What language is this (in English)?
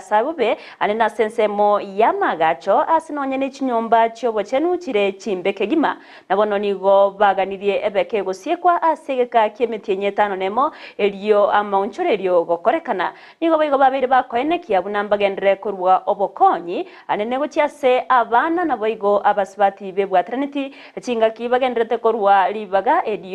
Gusii